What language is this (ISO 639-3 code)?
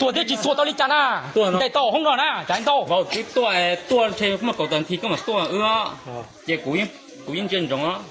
hmn